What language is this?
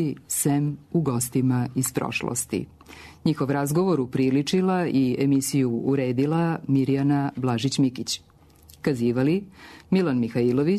Serbian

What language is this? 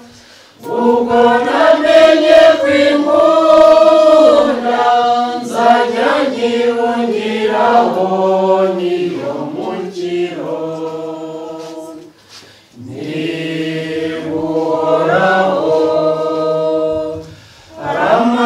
Kinyarwanda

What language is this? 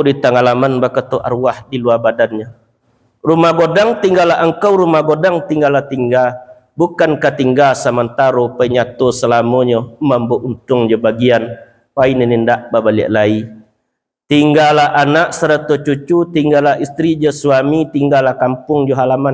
Minangkabau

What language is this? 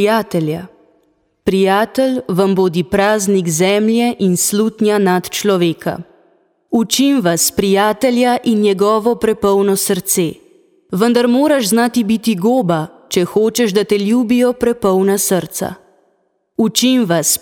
Slovenian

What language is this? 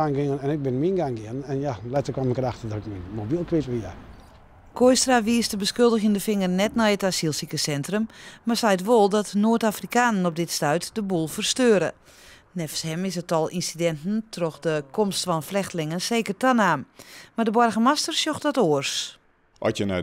Western Frisian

